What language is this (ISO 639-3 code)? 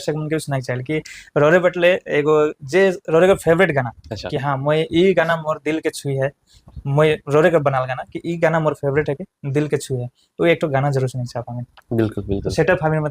sck